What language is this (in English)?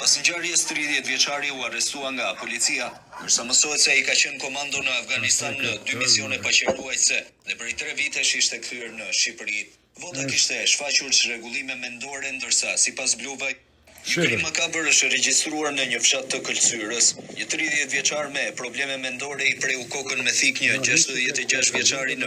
Albanian